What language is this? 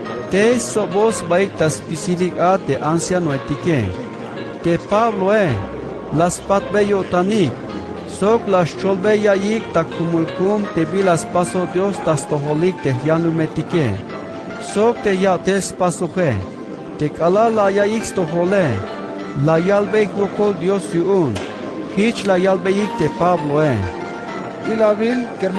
Tzeltal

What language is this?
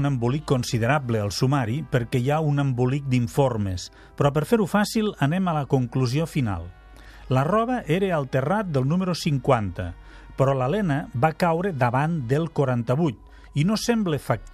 Catalan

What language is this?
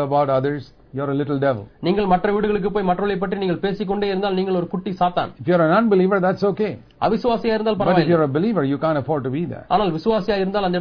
Tamil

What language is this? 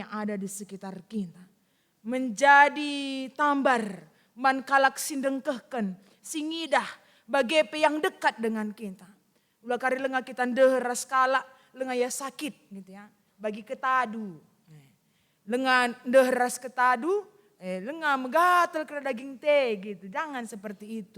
Batak Karo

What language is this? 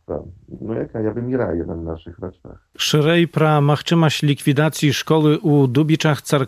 Belarusian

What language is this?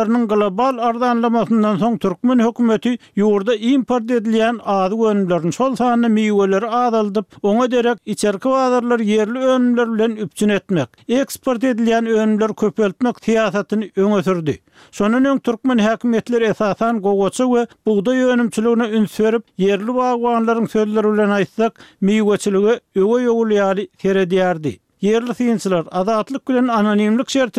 Turkmen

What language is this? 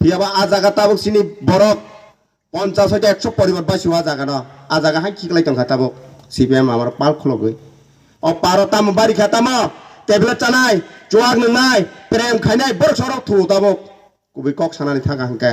Kok Borok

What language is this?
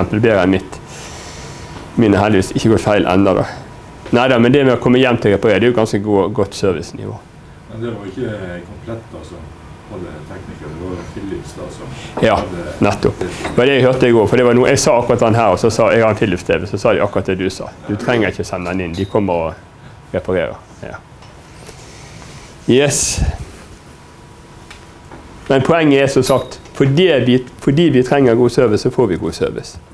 Norwegian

